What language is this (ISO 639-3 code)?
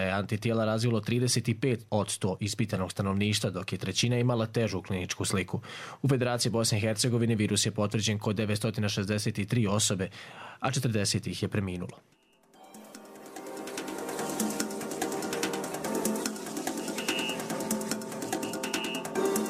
bos